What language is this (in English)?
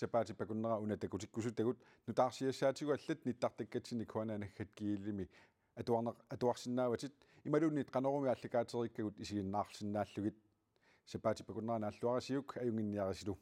Kalaallisut